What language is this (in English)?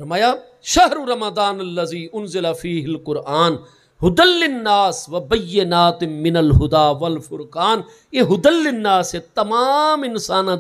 Saraiki